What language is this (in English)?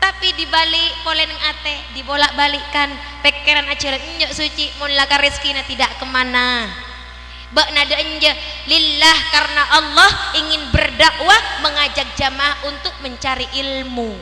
Madurese